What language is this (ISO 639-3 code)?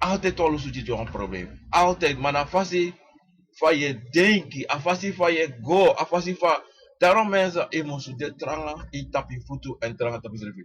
srn